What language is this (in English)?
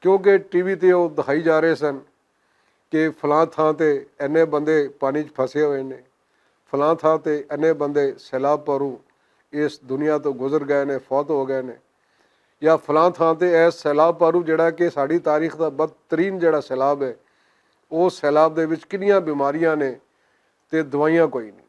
Western Panjabi